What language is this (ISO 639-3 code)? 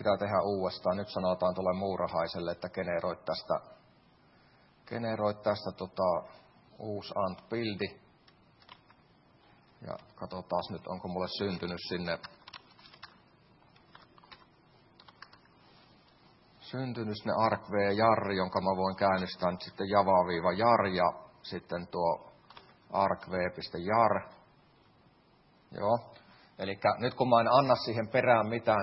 fin